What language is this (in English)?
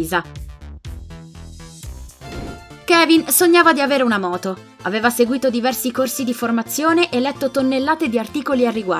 Italian